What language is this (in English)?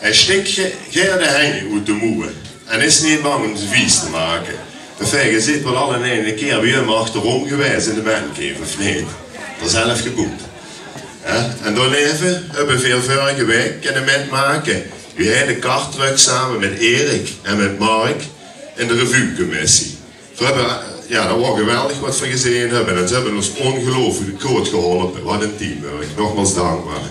Limburgish